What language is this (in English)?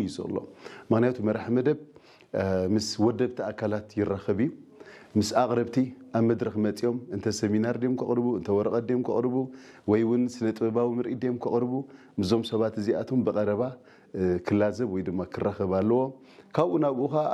Tigrinya